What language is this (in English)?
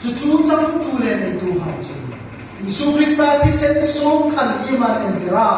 Hmar